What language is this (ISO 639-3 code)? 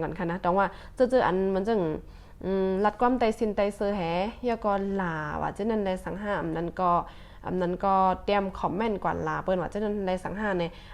shn